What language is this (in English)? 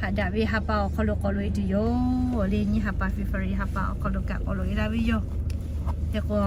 Lahu